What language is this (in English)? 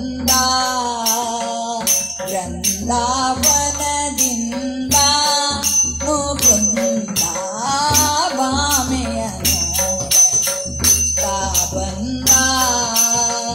Kannada